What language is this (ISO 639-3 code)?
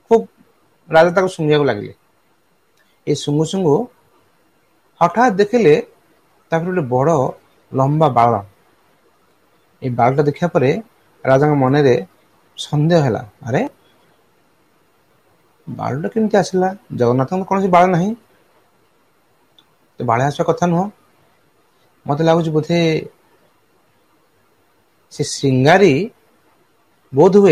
ori